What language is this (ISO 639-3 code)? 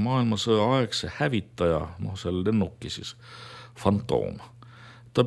est